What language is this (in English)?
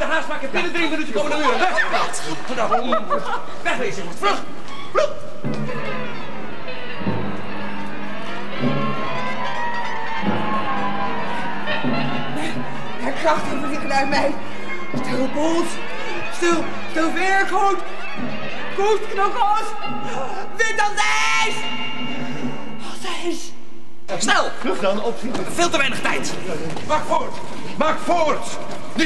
Dutch